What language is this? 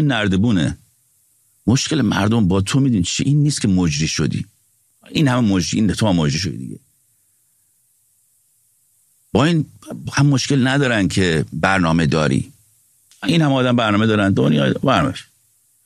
Persian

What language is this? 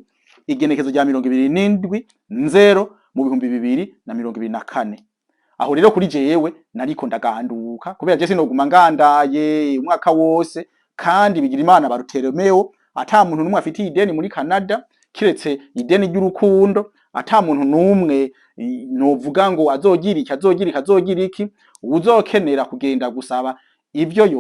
Rundi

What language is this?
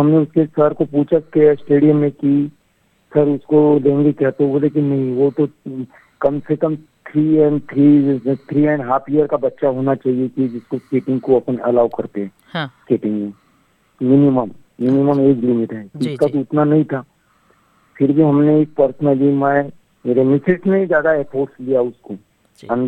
Hindi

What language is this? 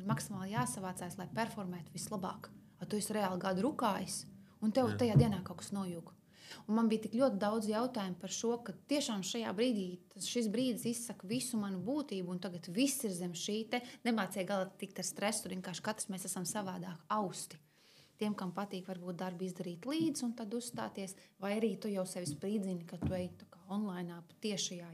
Latvian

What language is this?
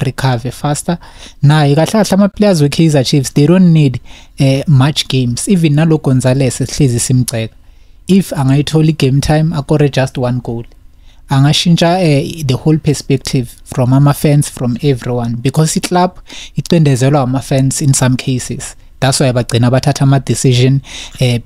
Zulu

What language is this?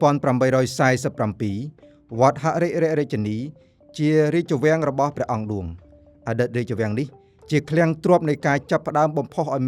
Khmer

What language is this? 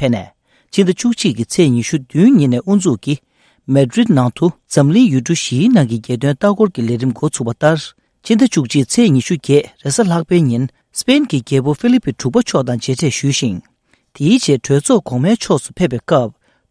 Tibetan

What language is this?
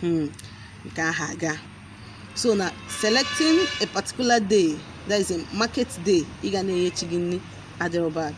Igbo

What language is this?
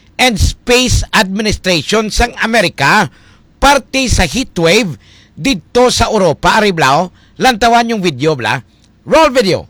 Hiligaynon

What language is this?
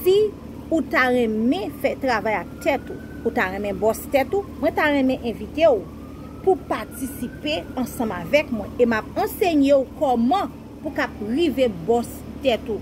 Haitian Creole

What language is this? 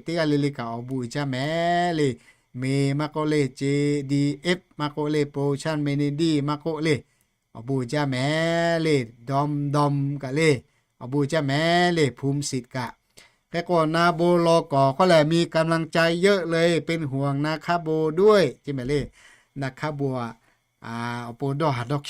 Lahu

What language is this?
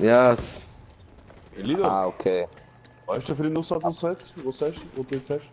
Swiss German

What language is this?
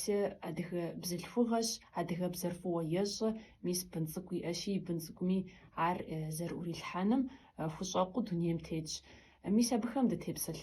Kabardian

